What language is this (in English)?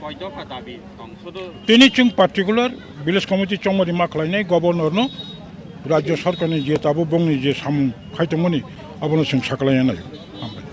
Kok Borok